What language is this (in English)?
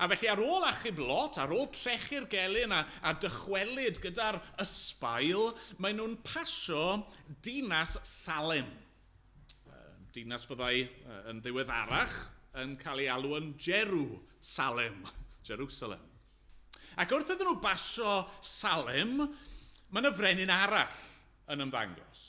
Welsh